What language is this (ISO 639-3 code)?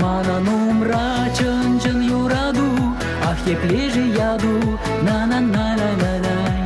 chv